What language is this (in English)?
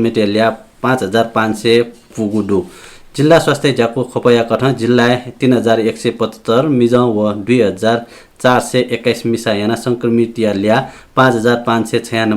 Newari